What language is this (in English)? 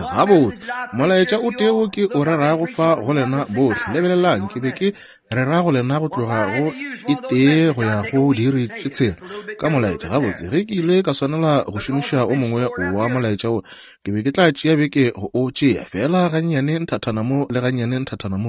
Northern Sotho